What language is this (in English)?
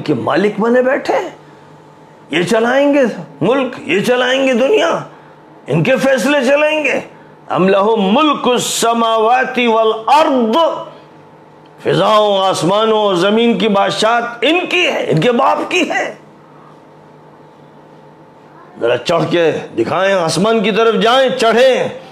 Urdu